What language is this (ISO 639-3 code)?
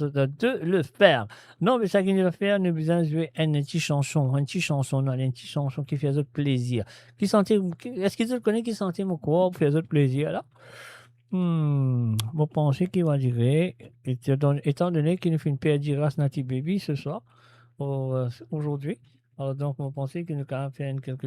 mfe